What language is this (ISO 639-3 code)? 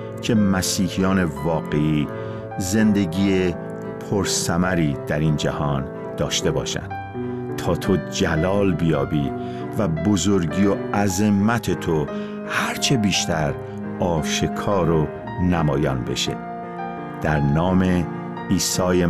fas